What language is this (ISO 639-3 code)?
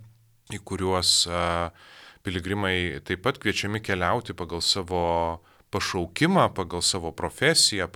lit